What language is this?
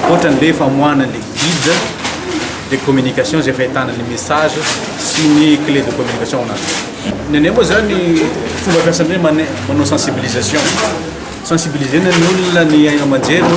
Malagasy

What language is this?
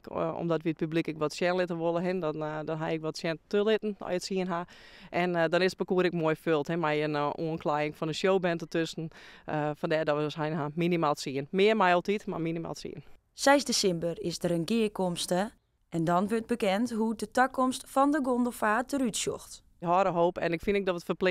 Western Frisian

